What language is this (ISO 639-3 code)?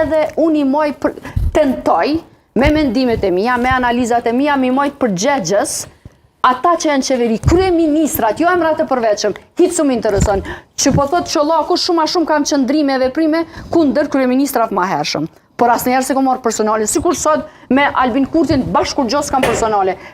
sqi